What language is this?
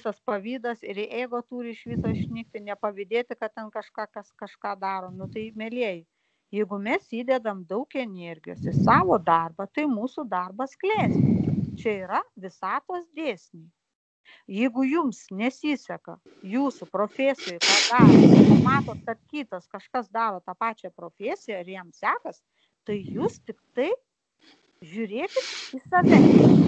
Lithuanian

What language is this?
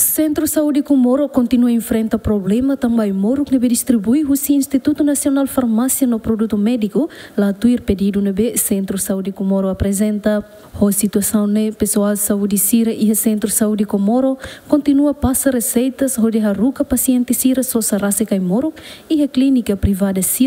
Tetum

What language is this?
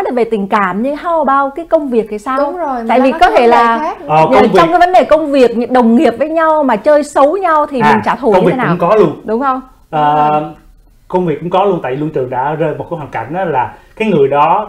Vietnamese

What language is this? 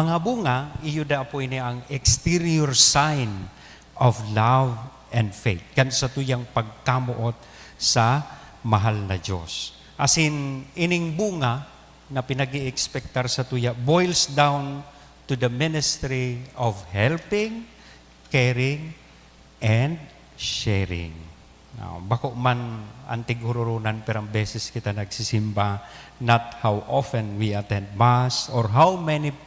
Bikol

